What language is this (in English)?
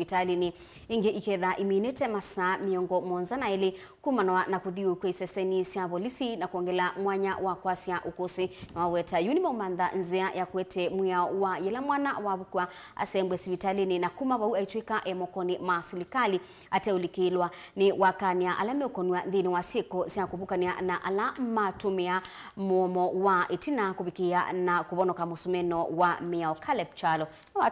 Kamba